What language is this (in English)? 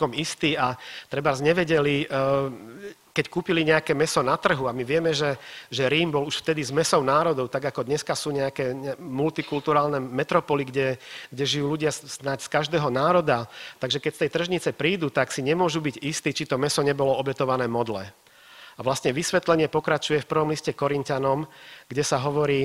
Slovak